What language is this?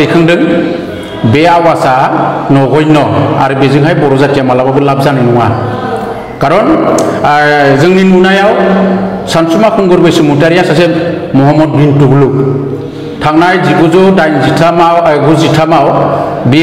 Bodo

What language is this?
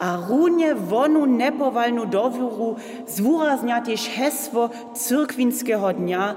Upper Sorbian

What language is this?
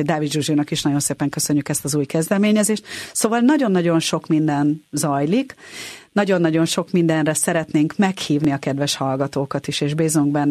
Hungarian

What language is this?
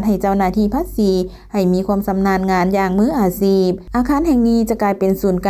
Lao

